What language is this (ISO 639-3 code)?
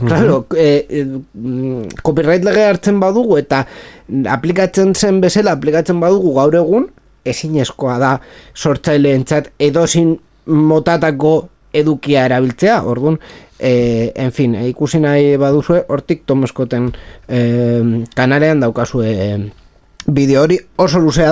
eus